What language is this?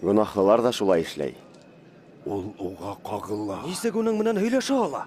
Bashkir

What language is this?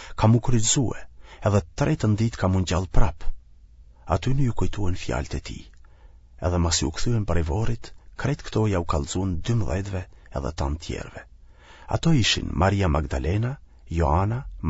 Albanian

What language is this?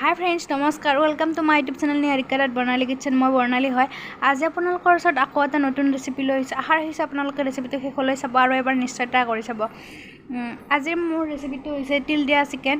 Assamese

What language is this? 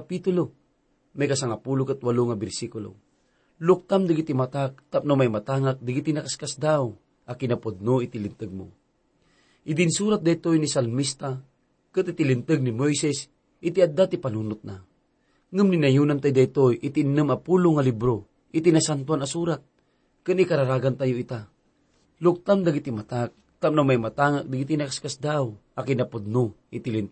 Iloko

